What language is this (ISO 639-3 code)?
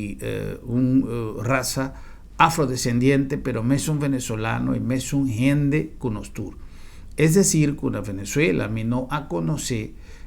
pap